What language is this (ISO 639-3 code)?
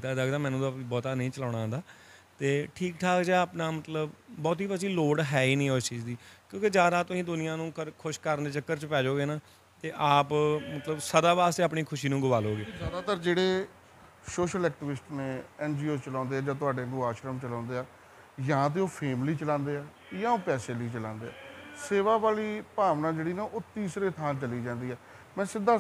pan